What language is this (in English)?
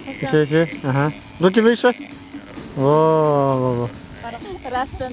Yakut